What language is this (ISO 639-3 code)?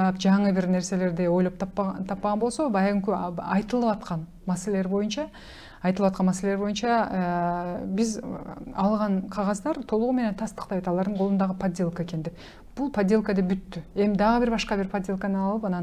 kir